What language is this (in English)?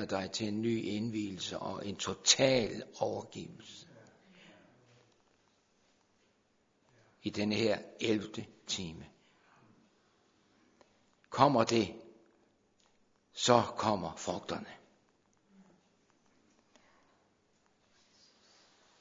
Danish